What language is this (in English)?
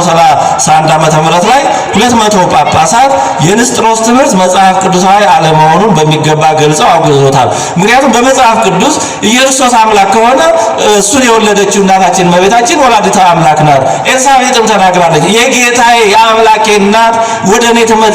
Amharic